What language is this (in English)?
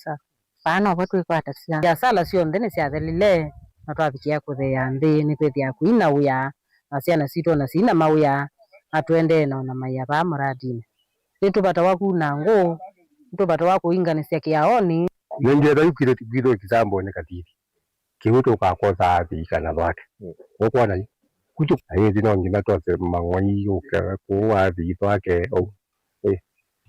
Kamba